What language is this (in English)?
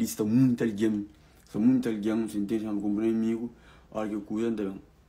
Kabuverdianu